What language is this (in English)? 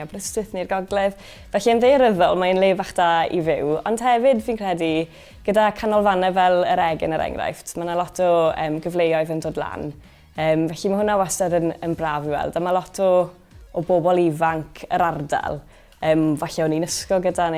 Welsh